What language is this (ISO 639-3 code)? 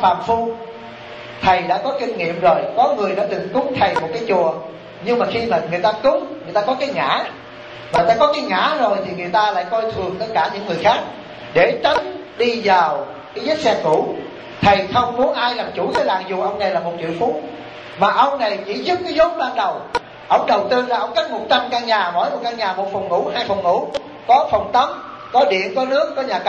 vie